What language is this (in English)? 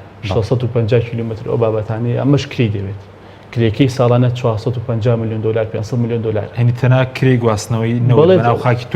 Central Kurdish